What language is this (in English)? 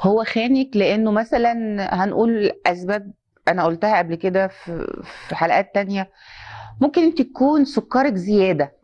Egyptian Arabic